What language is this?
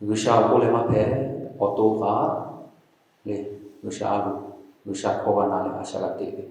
Lahu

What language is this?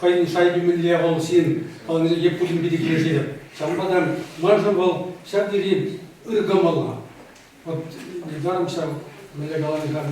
Chuvash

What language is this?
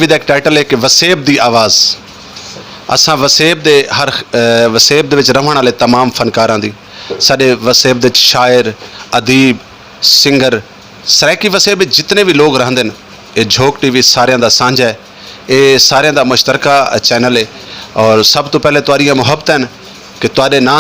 Saraiki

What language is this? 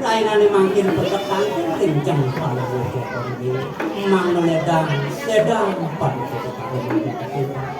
Balinese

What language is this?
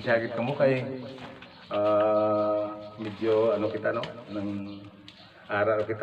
Hiligaynon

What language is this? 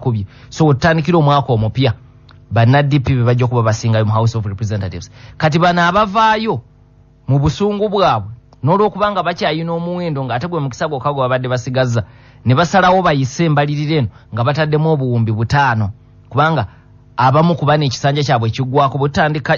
Ganda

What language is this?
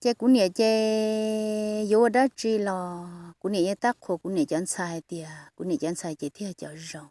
Hmong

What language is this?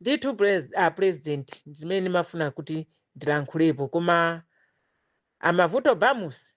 Nyanja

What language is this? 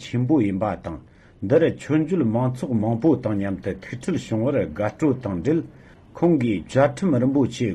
Tibetan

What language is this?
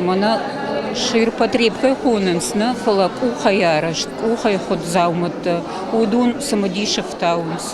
Ossetic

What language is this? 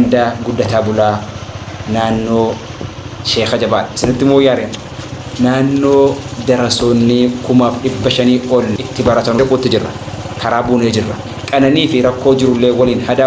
Oromo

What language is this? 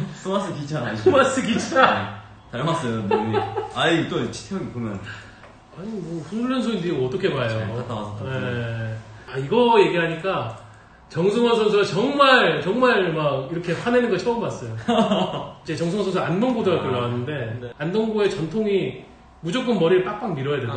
Korean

